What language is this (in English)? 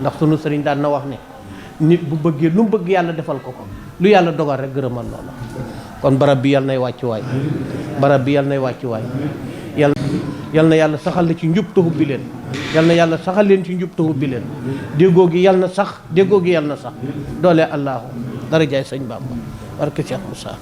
Wolof